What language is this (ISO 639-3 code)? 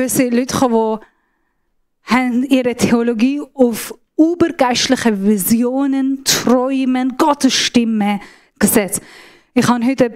gsw